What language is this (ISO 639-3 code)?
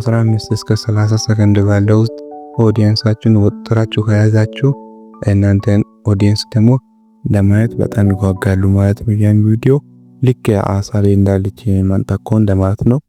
amh